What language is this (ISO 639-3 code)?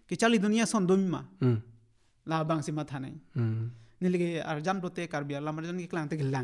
mjw